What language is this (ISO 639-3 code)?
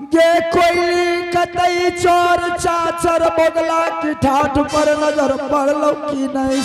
anp